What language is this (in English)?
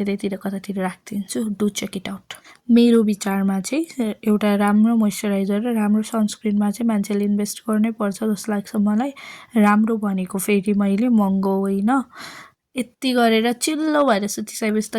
Nepali